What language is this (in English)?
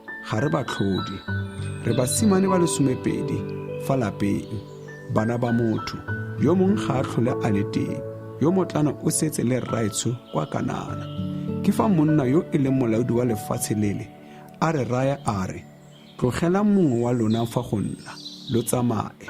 Tswana